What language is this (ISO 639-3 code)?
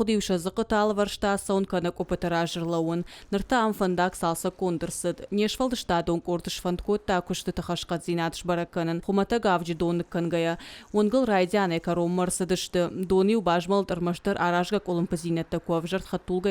oss